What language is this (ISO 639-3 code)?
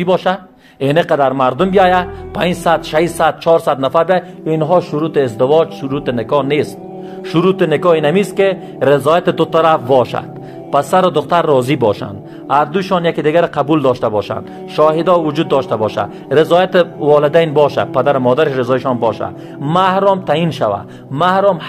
fas